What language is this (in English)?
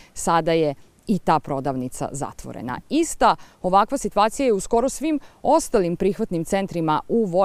Serbian